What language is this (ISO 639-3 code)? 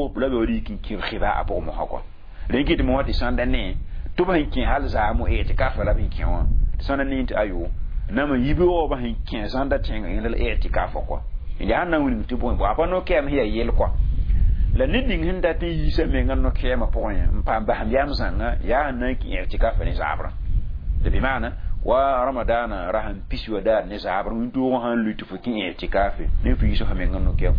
mos